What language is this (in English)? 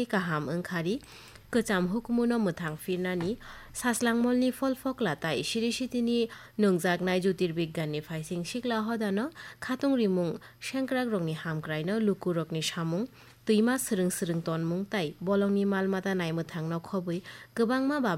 Kok Borok